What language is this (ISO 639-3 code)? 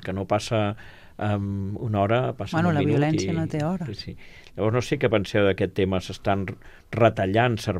cat